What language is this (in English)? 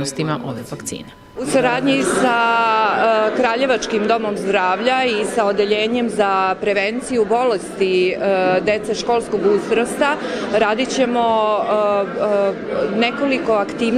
Serbian